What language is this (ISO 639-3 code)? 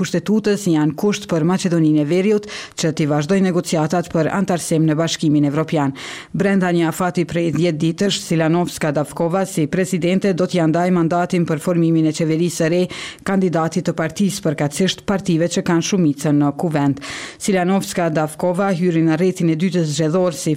sqi